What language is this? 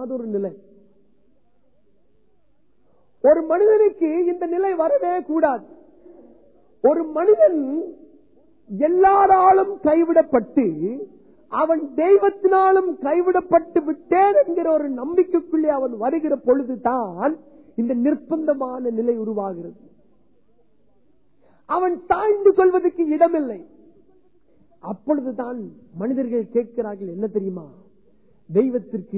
Tamil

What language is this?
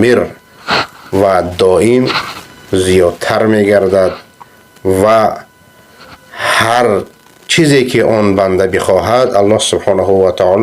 Persian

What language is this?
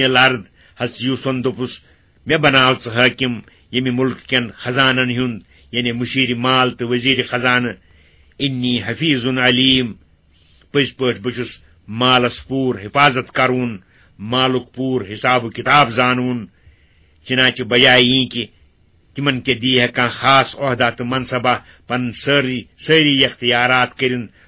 Kashmiri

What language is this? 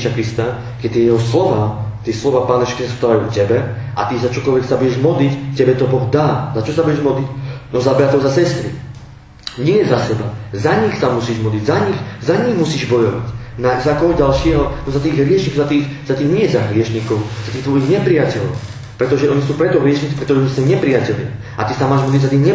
Slovak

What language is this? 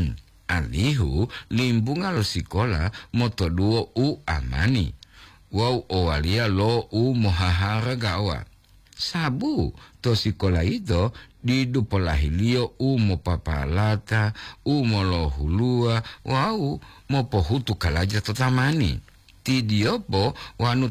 Gorontalo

